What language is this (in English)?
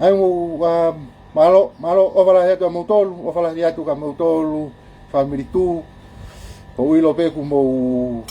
Tongan